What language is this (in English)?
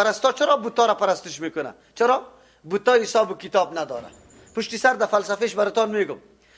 Persian